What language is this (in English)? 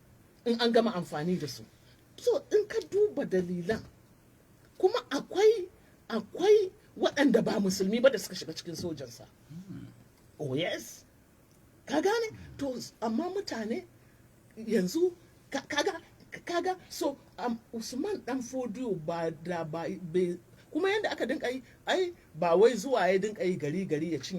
Hausa